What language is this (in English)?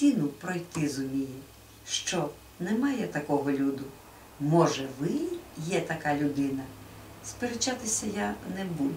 Ukrainian